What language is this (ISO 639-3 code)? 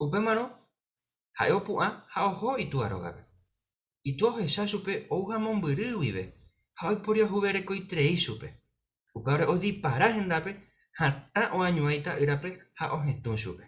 grn